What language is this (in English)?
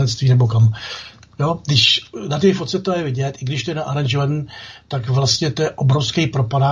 Czech